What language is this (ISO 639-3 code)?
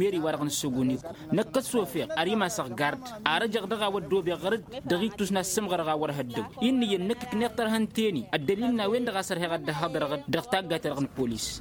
taq